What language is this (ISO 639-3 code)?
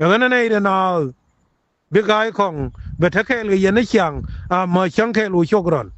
nus